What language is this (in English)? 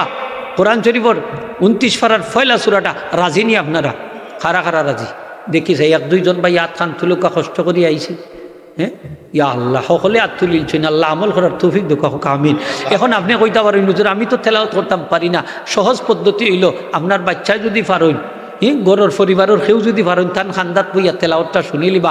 Sylheti